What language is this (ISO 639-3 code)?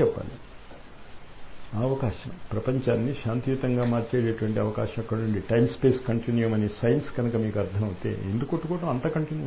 tel